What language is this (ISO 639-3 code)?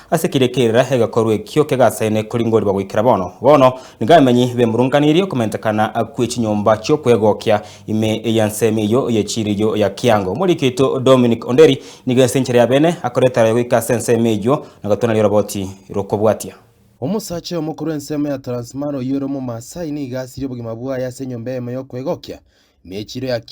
guz